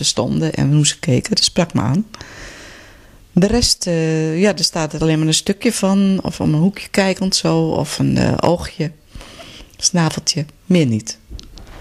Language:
Dutch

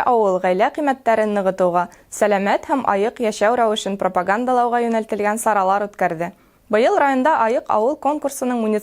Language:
Bashkir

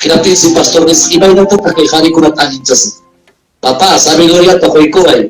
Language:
Ayacucho Quechua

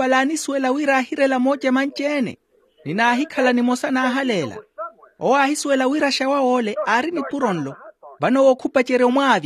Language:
Makhuwa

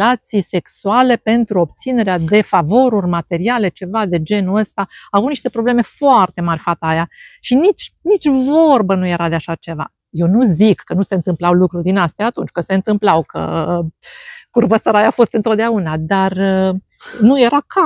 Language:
Romanian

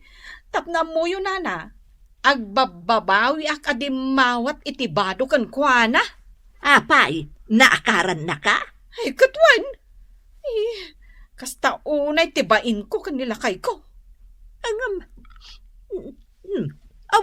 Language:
Iloko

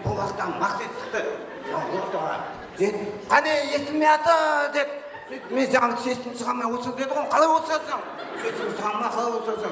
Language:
Kara-Kalpak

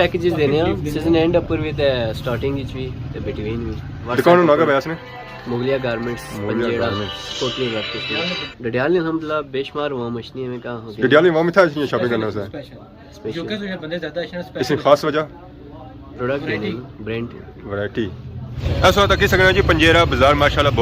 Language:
Pahari-Potwari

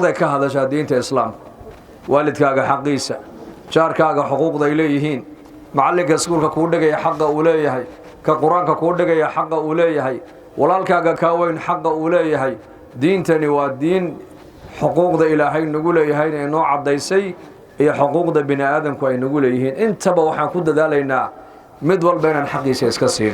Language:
Somali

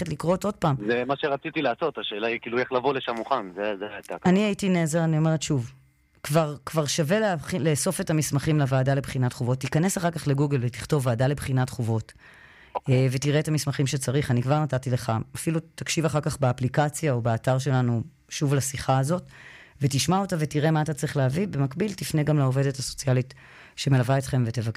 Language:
Hebrew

